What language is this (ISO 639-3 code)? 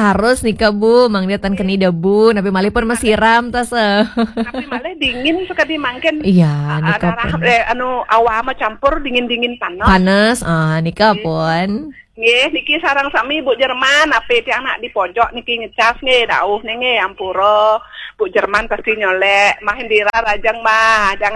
ban